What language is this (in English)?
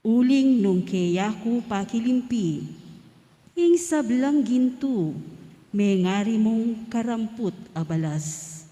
Pampanga